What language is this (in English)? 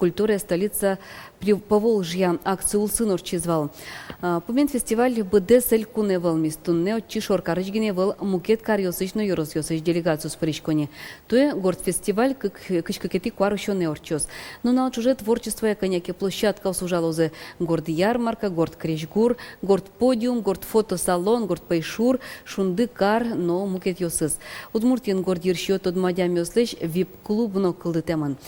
Udmurt